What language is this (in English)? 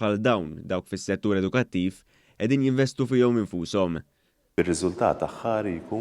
Maltese